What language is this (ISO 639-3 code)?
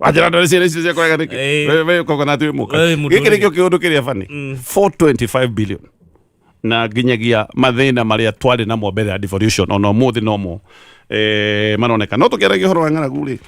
kik